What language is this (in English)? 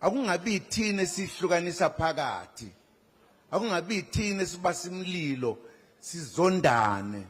Zulu